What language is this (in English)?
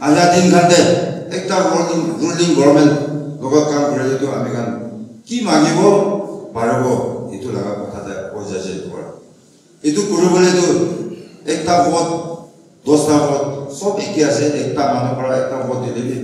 Naga Pidgin